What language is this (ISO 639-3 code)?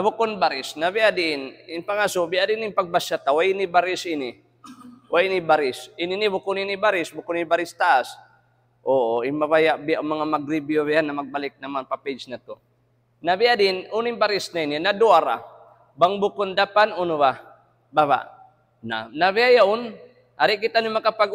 tsg